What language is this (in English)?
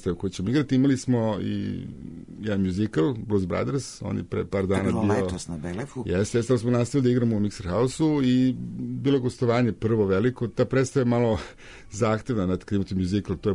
Serbian